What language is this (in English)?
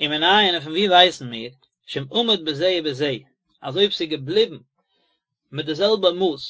Yiddish